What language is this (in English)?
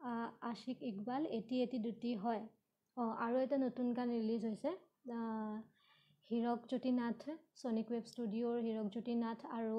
Assamese